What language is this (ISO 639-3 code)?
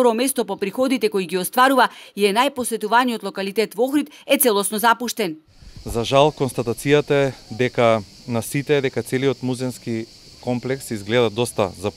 mkd